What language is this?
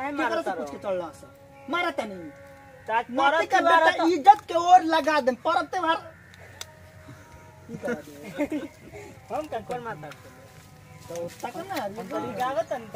Bhojpuri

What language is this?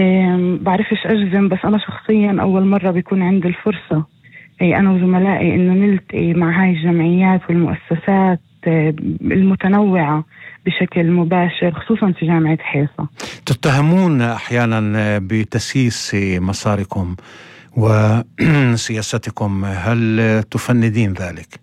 North Levantine Arabic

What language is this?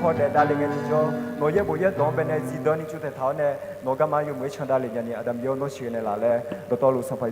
Akha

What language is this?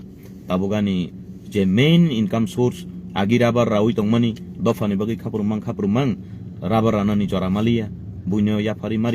Kok Borok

